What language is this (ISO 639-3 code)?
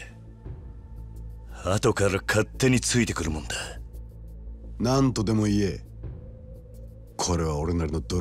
jpn